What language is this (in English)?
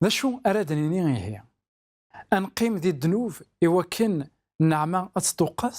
Kabyle